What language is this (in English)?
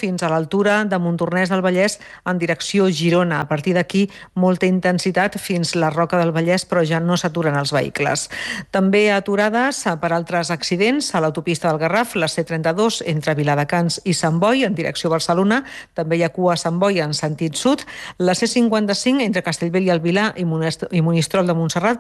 Catalan